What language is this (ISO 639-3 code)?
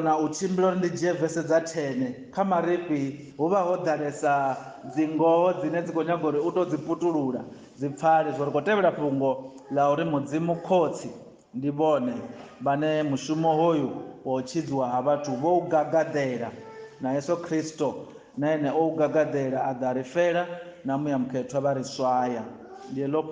ven